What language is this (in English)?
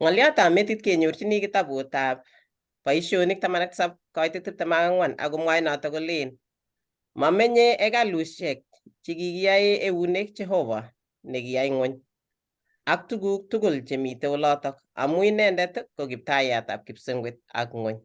Kalenjin